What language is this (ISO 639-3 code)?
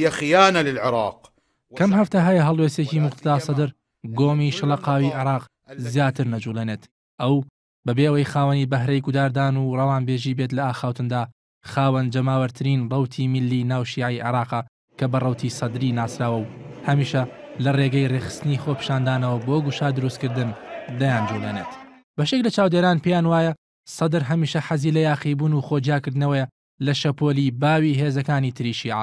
ckb